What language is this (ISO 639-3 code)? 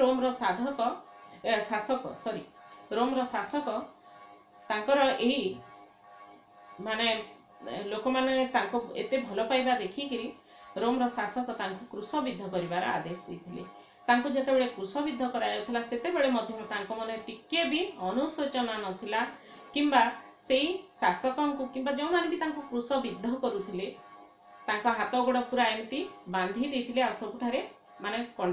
ori